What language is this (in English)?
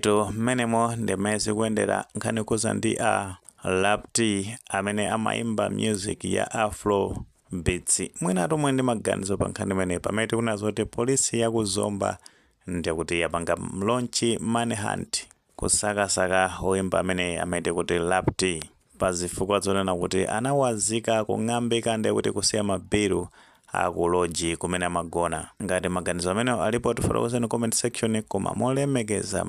Nyanja